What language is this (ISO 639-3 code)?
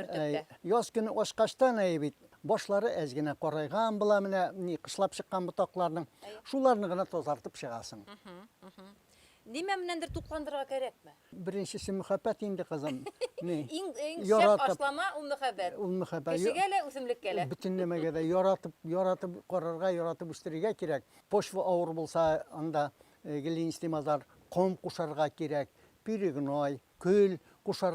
bak